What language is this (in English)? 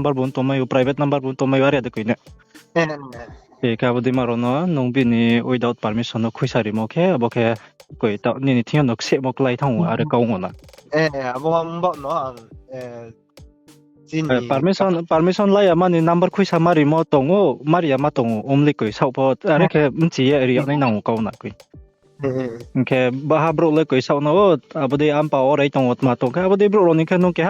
Riang (India)